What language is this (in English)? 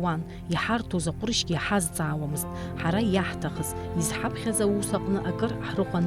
Abkhazian